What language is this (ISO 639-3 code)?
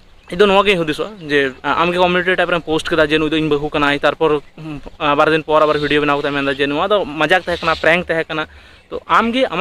sat